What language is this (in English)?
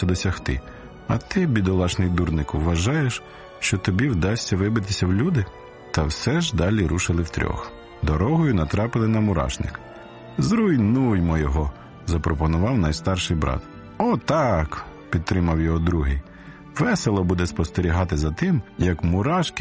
Ukrainian